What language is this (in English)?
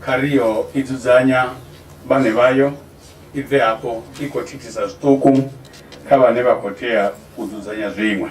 Venda